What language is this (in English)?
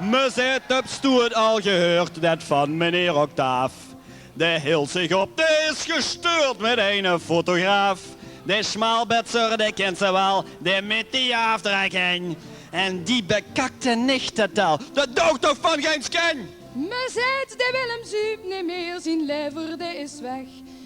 Limburgish